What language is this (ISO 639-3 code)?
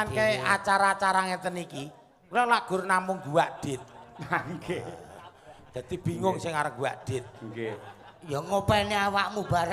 jav